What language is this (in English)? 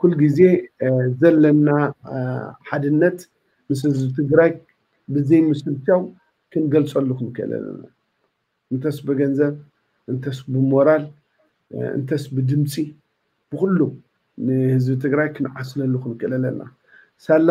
Tigrinya